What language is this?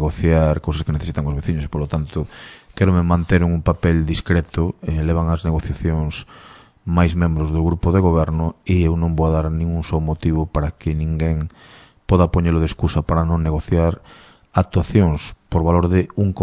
Galician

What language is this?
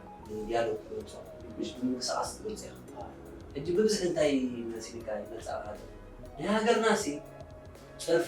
Tigrinya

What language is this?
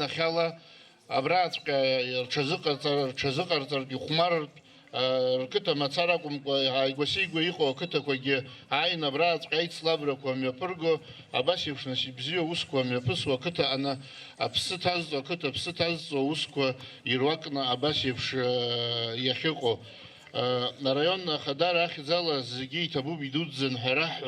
Abkhazian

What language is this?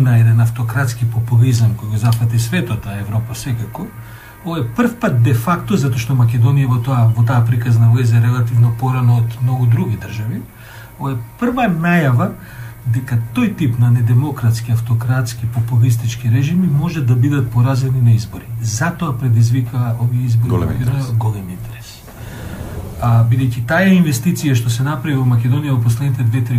Macedonian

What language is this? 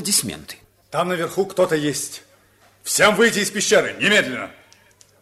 Russian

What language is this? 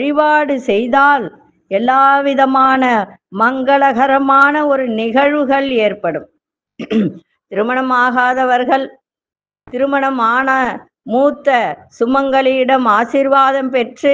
Tamil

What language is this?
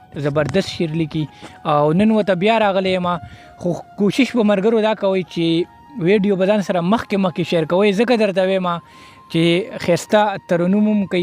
Pashto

